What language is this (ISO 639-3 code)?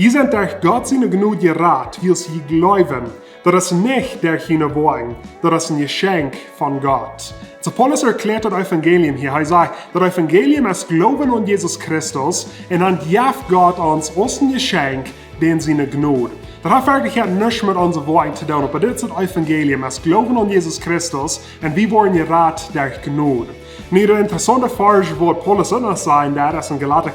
pdt